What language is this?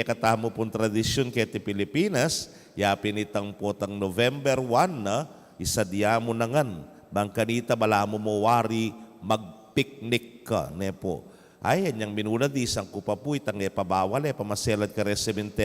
Pampanga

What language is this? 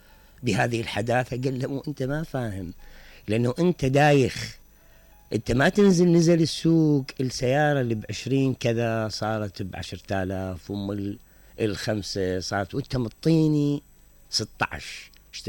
Mesopotamian Arabic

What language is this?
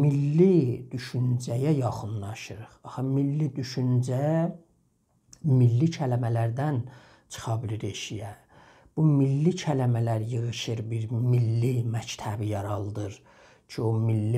South Azerbaijani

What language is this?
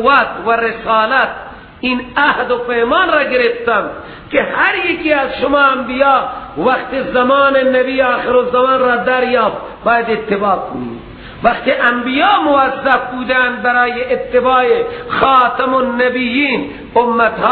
Persian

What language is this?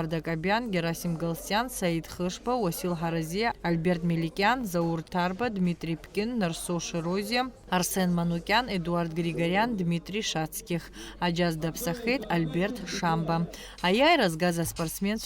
Abkhazian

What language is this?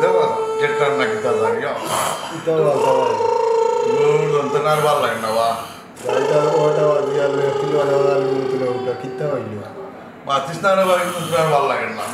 Sylheti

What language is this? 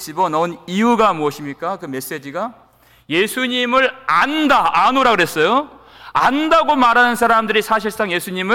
Korean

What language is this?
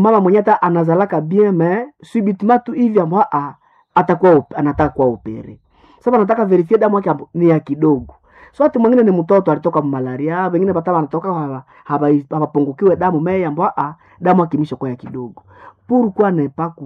Swahili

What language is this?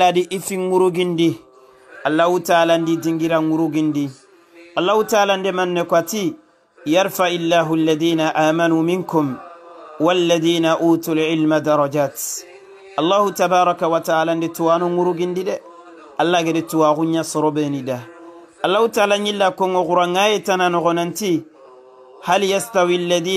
Soninke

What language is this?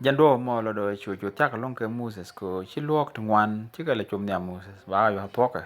Nuer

